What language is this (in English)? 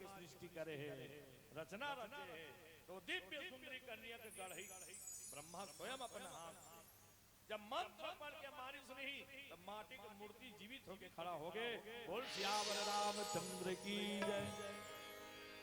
Chhattisgarhi